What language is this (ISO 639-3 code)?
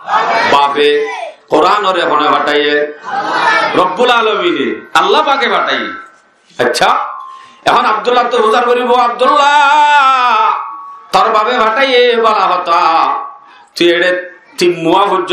rhg